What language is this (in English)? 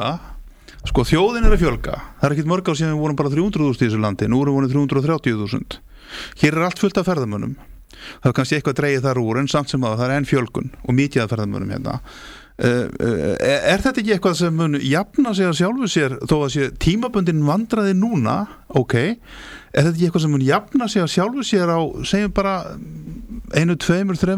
Icelandic